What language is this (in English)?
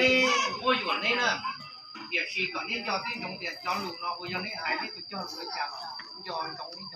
Hmong